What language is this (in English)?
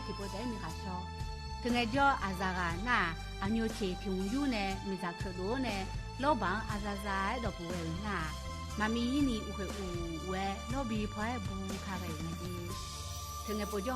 Akha